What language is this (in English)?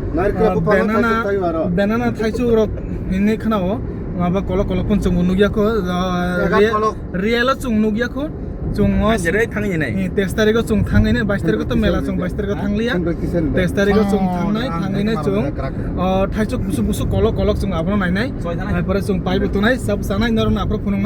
Kok Borok